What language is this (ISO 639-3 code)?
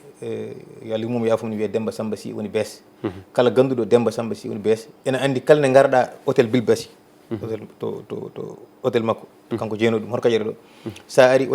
ful